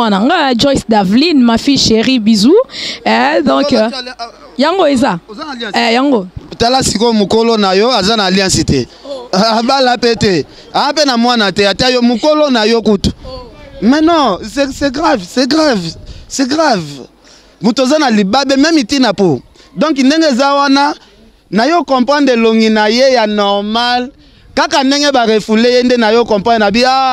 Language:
Lingala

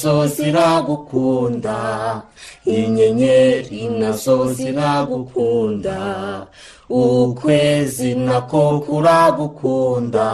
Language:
Kinyarwanda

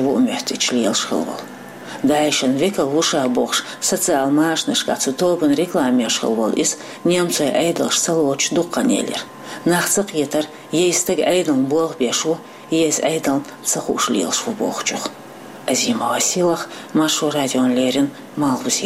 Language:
Chechen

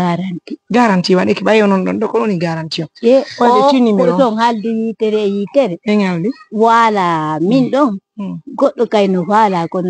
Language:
Pular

